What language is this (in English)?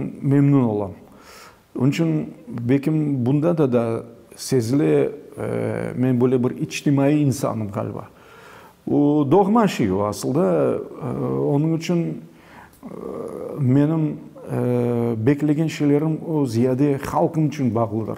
Crimean Tatar